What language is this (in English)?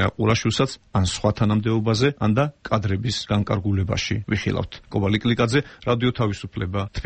Georgian